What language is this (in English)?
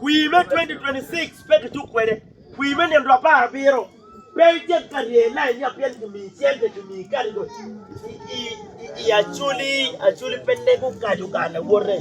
Acoli